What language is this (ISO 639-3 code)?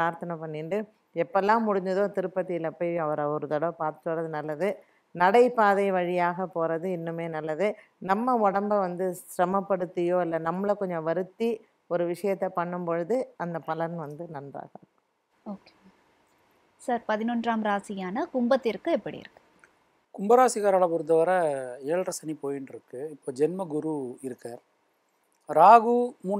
tam